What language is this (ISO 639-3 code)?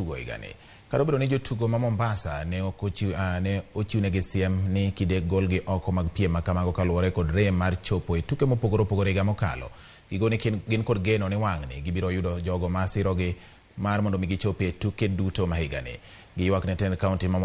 luo